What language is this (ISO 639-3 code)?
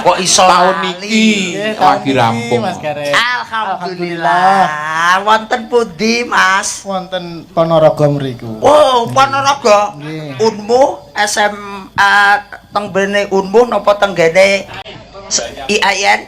jav